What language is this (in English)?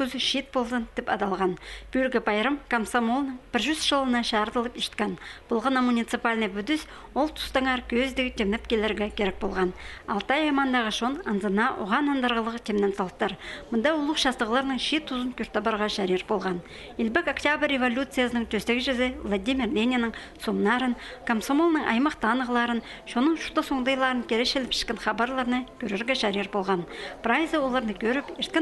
Khakas